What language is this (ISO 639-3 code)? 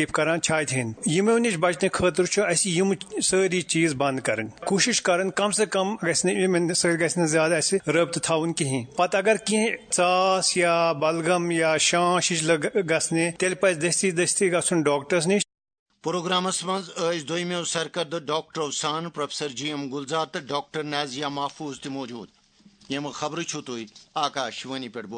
kas